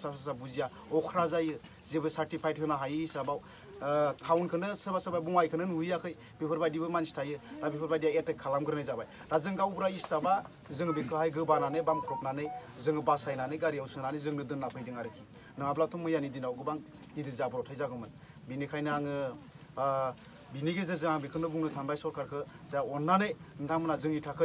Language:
Bodo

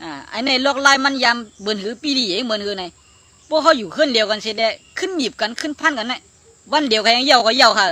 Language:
Shan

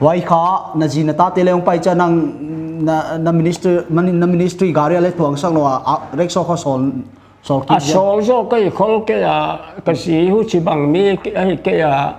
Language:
Paite Chin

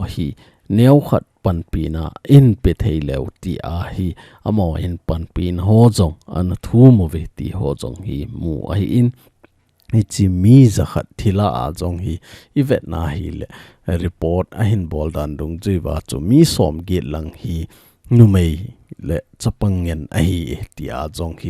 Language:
Thado Chin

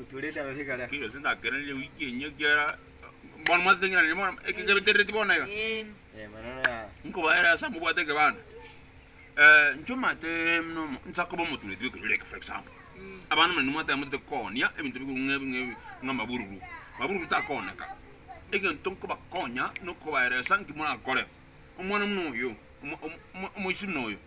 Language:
Gusii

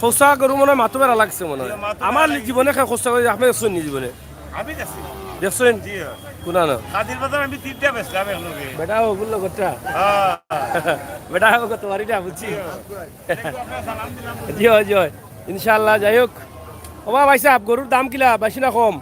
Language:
Sylheti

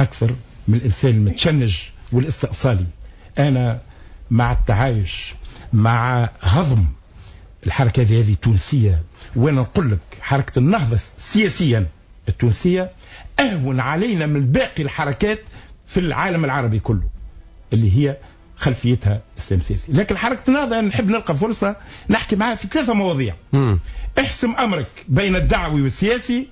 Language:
Tunisian Arabic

